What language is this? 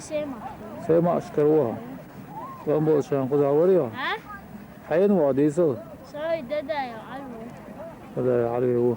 Chechen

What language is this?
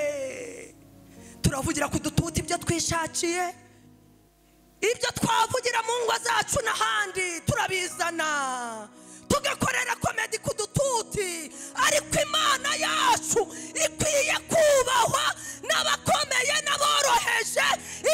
Kinyarwanda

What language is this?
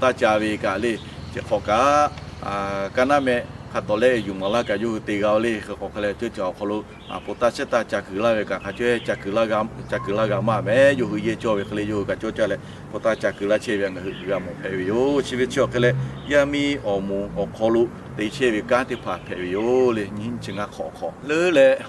Lahu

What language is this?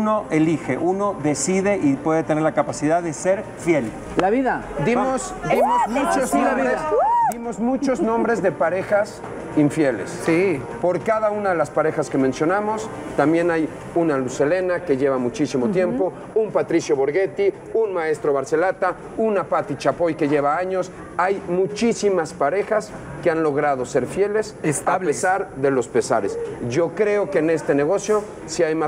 Spanish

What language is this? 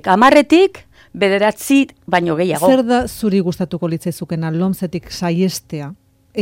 Basque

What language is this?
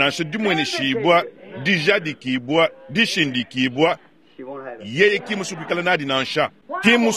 Luba-Lulua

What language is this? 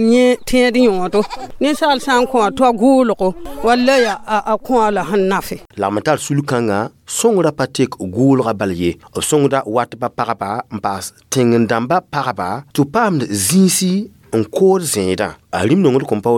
Mossi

